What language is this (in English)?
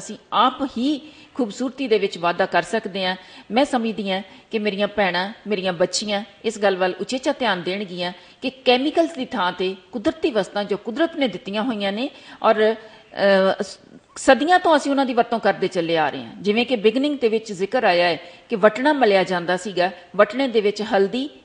Punjabi